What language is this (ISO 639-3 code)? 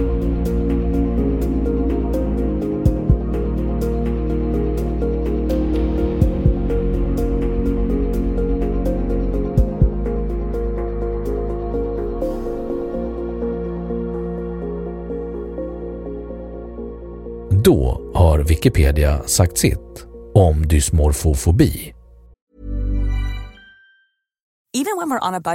swe